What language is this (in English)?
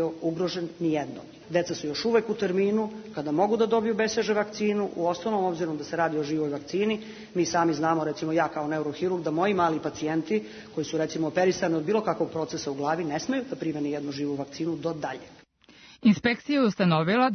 Serbian